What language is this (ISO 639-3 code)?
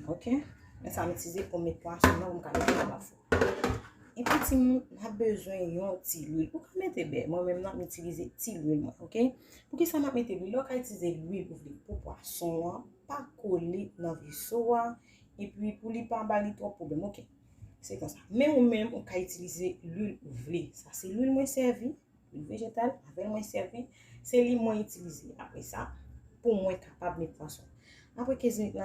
hat